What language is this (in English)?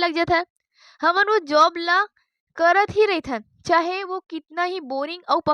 Chhattisgarhi